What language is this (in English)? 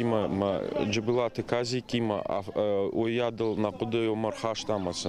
Ossetic